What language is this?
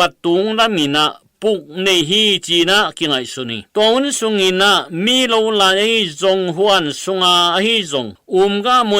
Tedim Chin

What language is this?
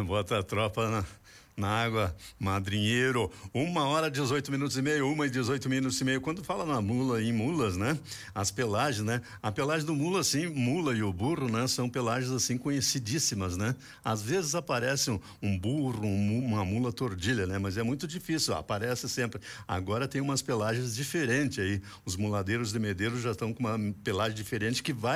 Portuguese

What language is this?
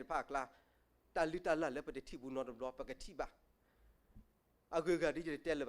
S'gaw Karen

